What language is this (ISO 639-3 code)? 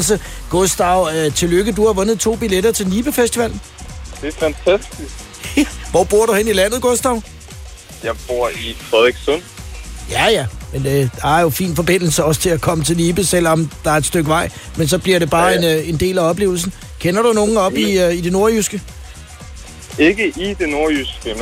dan